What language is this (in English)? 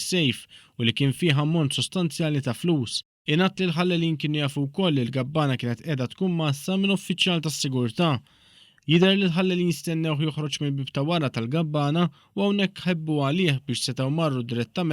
Maltese